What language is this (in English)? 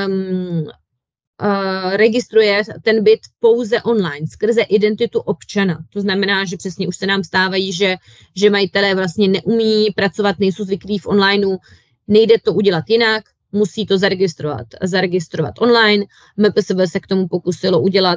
Czech